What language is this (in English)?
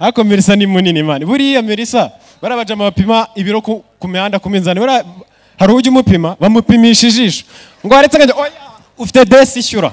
Kinyarwanda